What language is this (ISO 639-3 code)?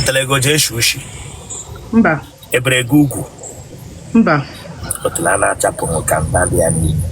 ibo